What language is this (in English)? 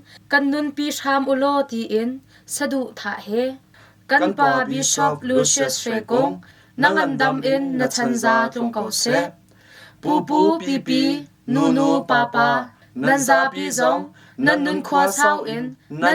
Hakha Chin